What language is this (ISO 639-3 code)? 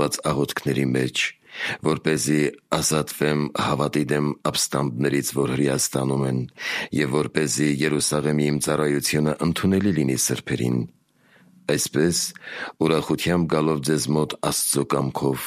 hye